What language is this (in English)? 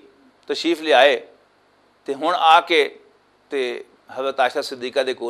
Western Panjabi